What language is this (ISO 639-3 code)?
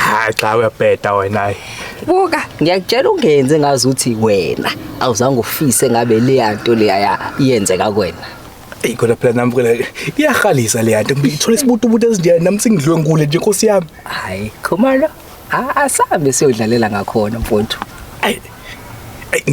zul